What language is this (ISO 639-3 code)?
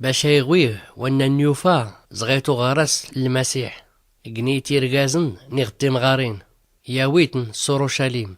shi